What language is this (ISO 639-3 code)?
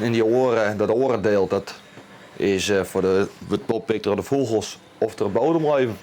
fry